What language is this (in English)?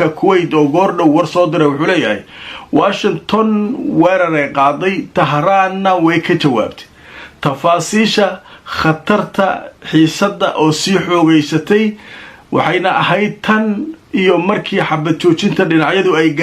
Somali